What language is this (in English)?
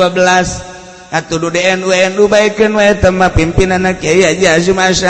Sundanese